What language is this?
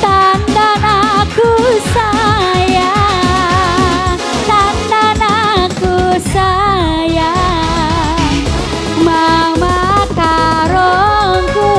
Batak Karo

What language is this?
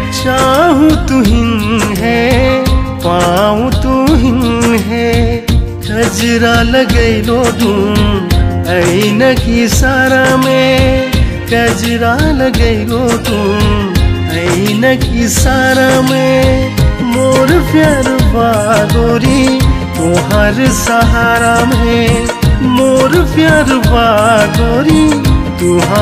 Bhojpuri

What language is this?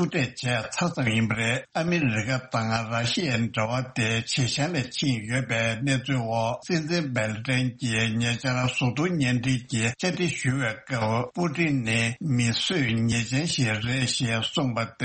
Tibetan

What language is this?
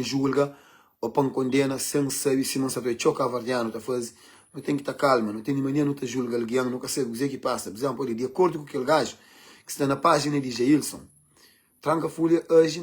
Kabuverdianu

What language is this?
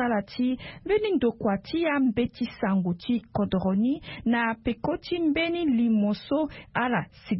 Sango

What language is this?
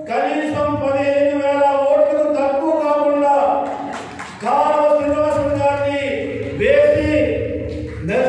Telugu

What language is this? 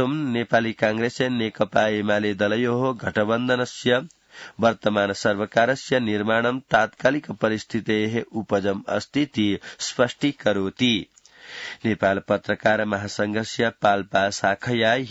Sanskrit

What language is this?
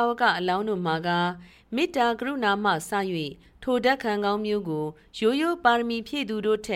Burmese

